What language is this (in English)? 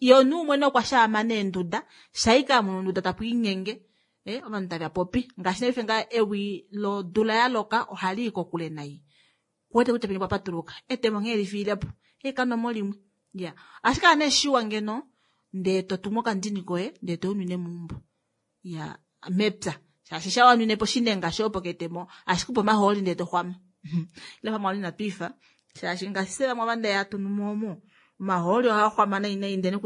Kuanyama